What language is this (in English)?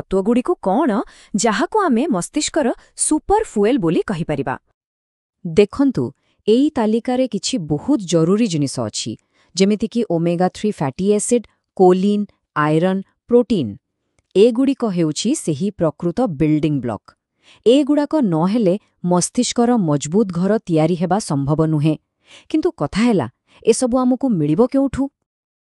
Odia